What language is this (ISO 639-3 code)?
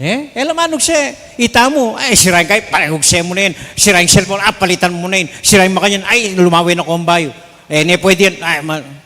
pam